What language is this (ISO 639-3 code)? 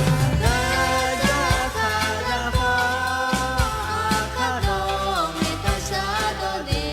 ahk